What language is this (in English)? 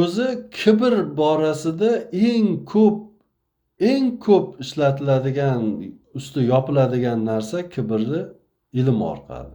Uzbek